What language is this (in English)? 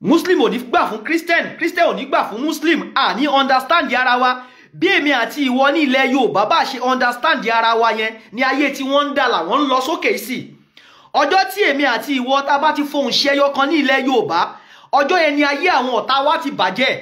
Yoruba